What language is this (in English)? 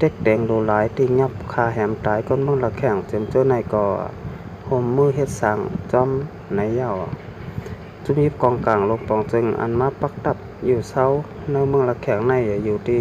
Shan